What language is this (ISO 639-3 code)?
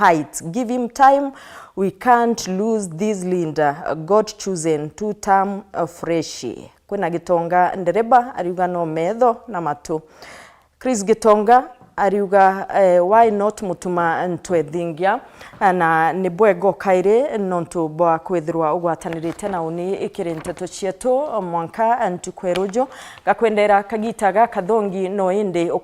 mer